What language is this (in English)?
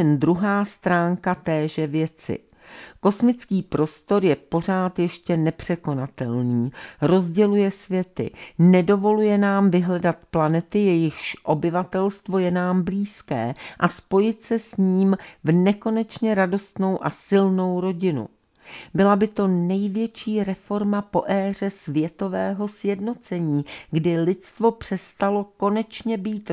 Czech